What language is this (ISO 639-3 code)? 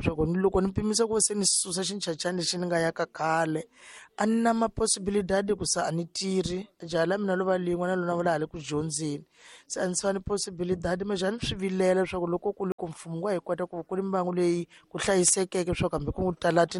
tso